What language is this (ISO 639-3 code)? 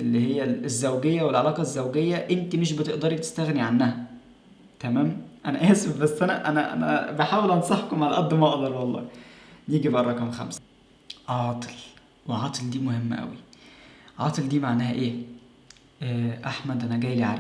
arz